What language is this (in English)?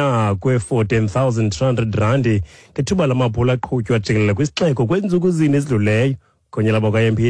Xhosa